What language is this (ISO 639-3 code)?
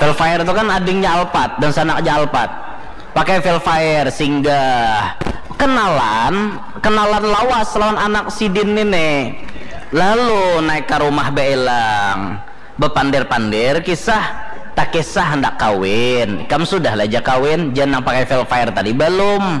bjn